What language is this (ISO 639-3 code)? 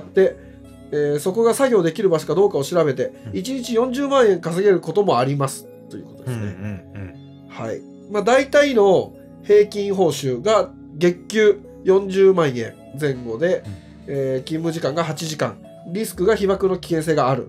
jpn